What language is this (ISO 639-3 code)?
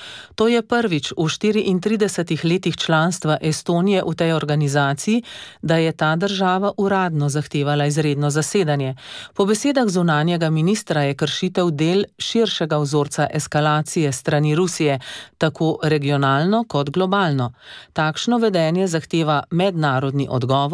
slv